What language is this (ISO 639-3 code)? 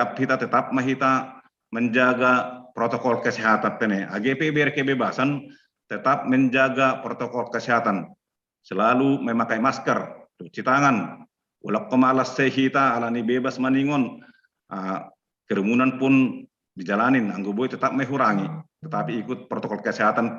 bts